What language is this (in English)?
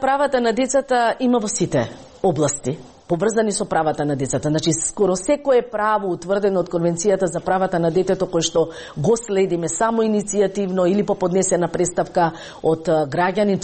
Macedonian